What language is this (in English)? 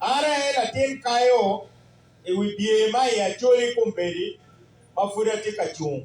Acoli